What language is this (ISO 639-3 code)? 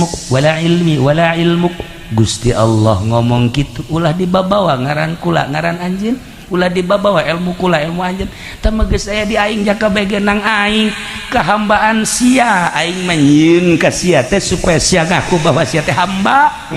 sun